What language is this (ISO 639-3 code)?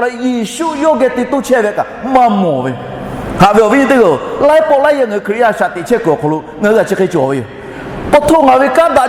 lhu